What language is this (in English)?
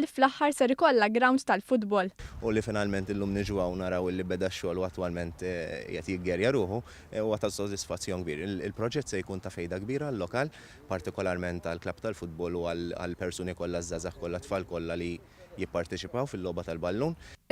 Maltese